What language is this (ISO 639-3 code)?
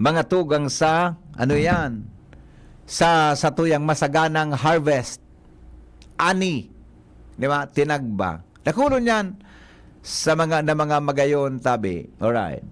bik